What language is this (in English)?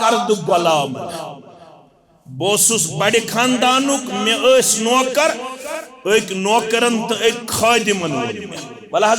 Kashmiri